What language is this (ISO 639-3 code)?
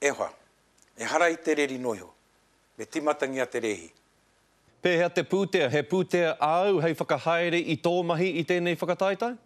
mri